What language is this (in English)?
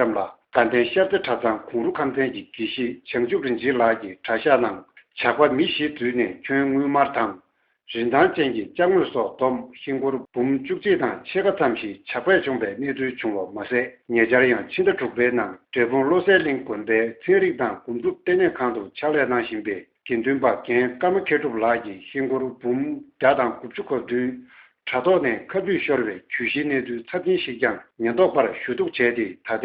Tibetan